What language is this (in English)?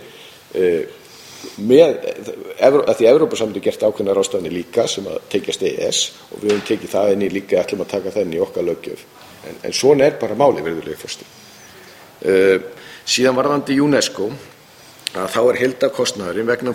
Icelandic